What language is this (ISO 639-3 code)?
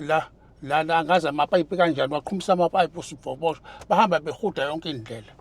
zul